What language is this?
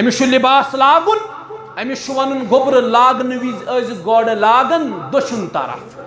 Kashmiri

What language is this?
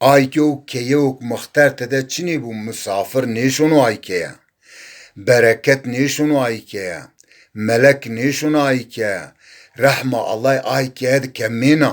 Zaza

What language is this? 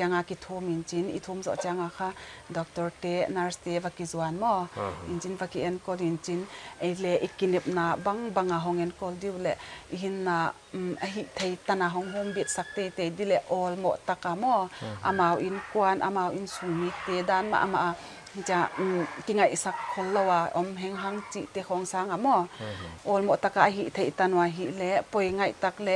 Paite Chin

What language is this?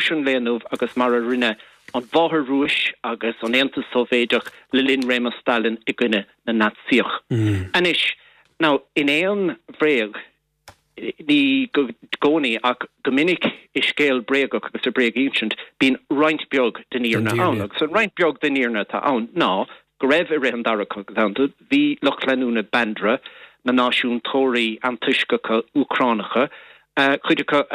Irish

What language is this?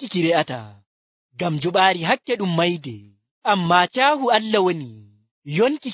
Nigerian Fulfulde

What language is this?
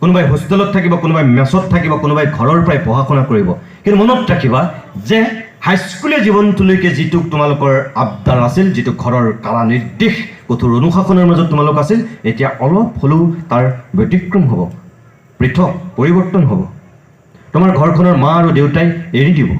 Assamese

